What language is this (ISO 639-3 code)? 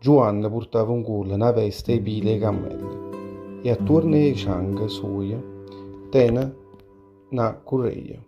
nap